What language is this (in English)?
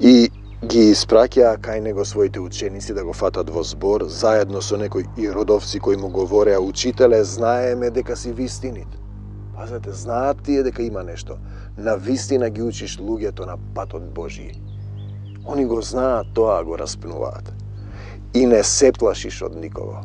Macedonian